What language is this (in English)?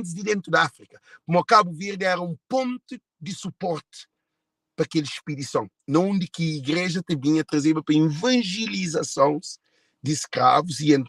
Kabuverdianu